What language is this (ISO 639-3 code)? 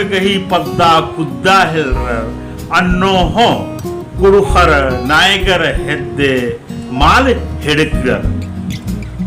kru